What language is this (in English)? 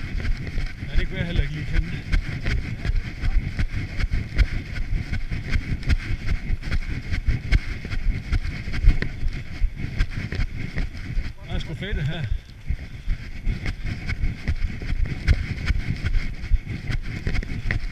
Danish